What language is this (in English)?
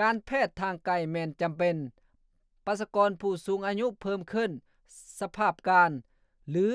Lao